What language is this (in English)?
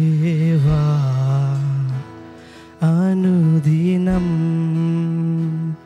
Telugu